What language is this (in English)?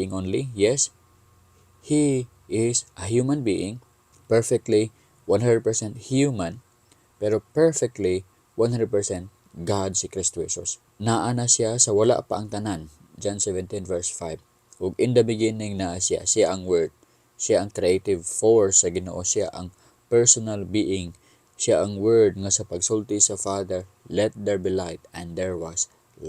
Cebuano